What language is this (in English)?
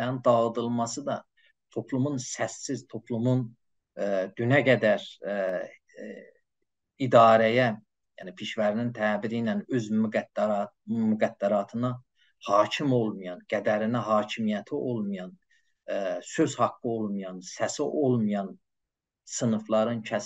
South Azerbaijani